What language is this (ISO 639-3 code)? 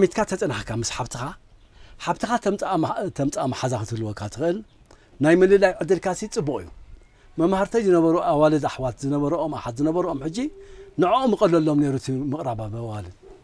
tir